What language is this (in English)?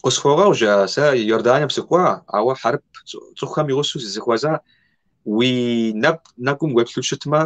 Kabardian